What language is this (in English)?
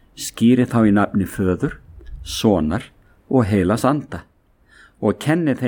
Icelandic